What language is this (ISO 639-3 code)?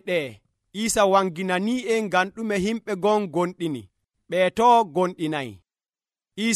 fuv